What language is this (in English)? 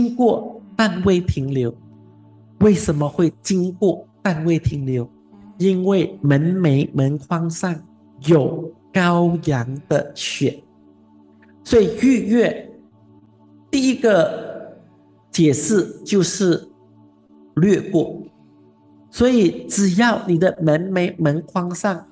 Chinese